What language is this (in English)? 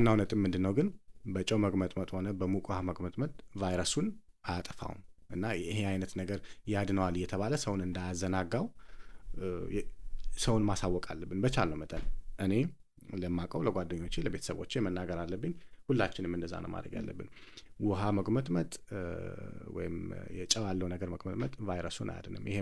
Amharic